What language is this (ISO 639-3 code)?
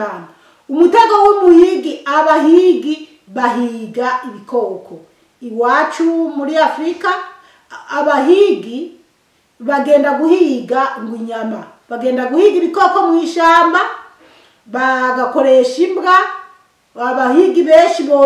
run